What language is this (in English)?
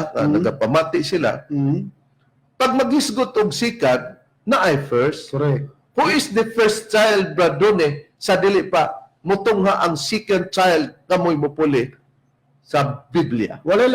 Cebuano